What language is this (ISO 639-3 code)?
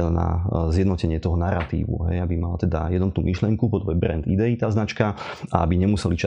slk